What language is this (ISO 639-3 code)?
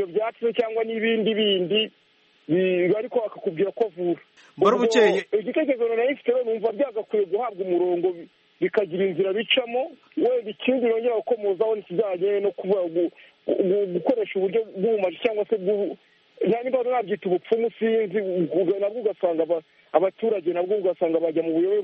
kin